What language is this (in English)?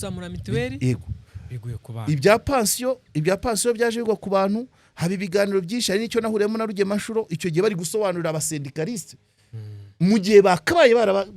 Kinyarwanda